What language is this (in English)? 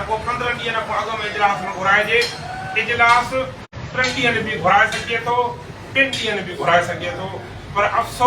Sindhi